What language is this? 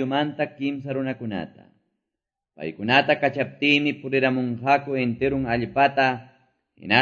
Quechua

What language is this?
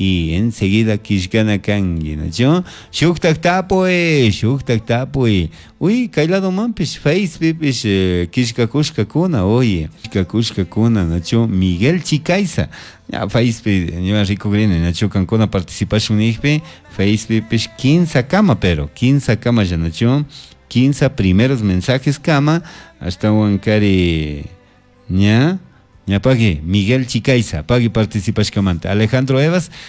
Chimborazo Highland Quichua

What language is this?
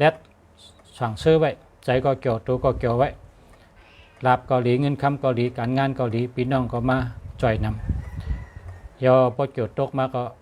Shan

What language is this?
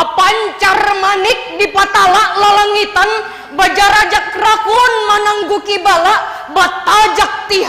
Banjar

